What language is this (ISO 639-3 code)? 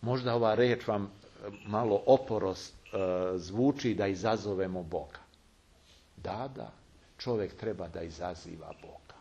srp